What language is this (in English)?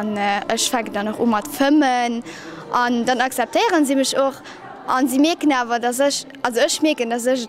Luxembourgish